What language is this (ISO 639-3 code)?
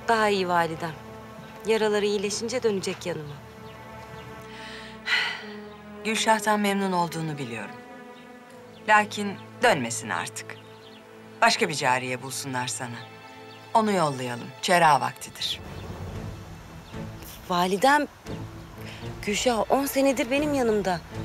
tur